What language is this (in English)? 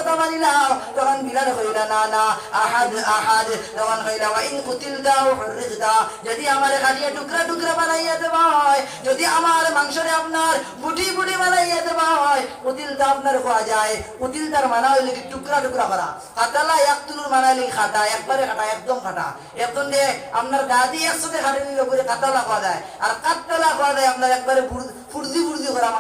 Sylheti